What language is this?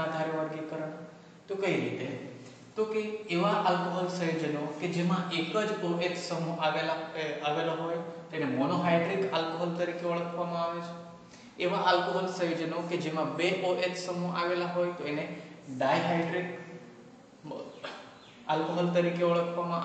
Gujarati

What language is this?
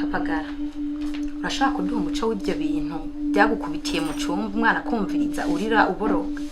Rundi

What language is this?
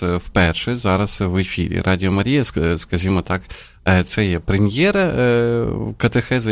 Ukrainian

